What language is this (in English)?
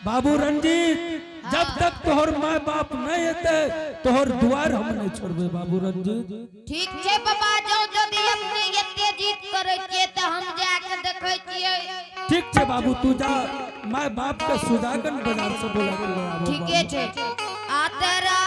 Angika